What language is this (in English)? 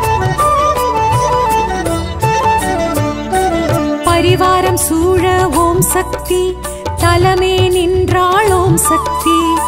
Tamil